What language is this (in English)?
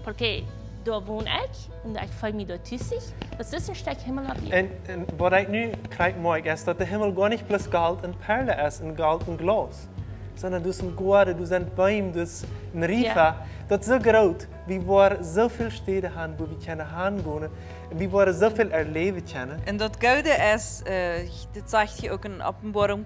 Plautdietsch